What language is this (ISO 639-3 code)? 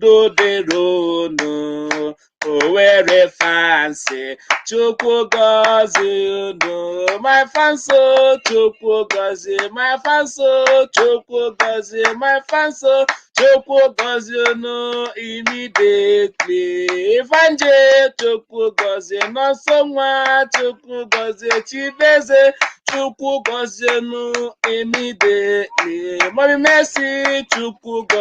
ibo